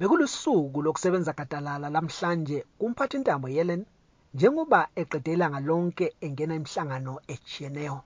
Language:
North Ndebele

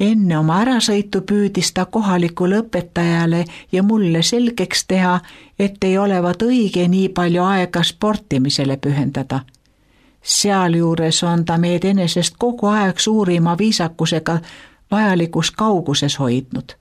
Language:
Estonian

